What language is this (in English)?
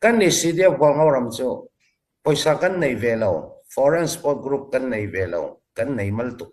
Hakha Chin